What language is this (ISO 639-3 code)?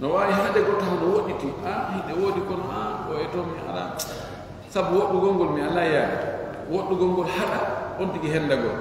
ful